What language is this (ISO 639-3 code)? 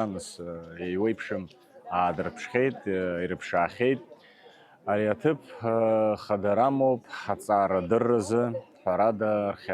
abk